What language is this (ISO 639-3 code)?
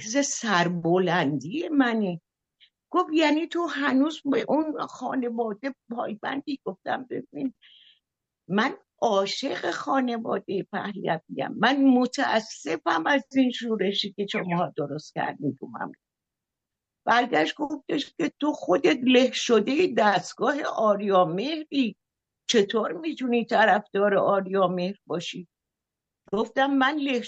fas